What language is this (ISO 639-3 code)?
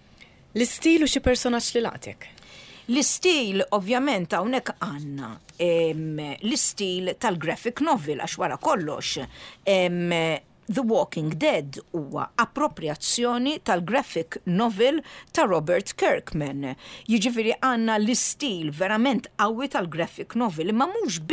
mlt